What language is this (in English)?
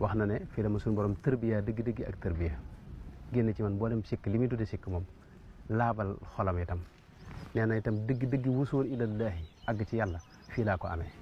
Wolof